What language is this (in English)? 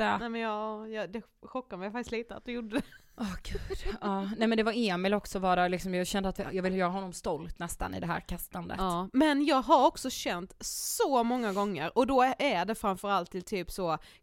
Swedish